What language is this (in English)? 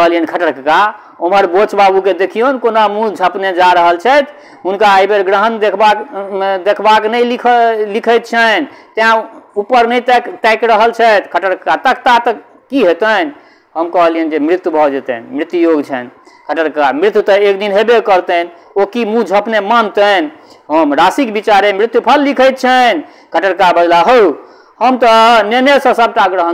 Maithili